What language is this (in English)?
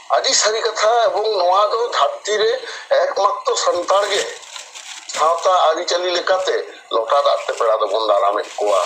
Santali